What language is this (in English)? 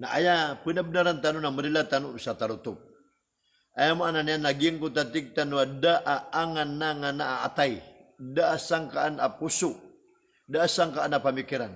Maranao